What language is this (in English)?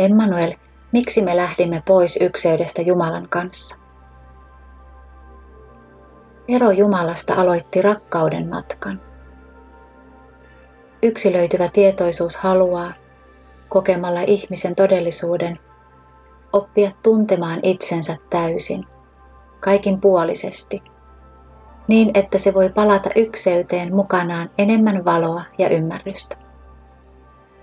Finnish